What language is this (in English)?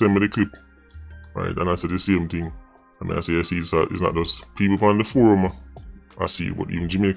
Jamaican Creole English